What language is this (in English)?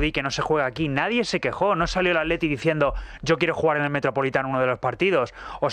Spanish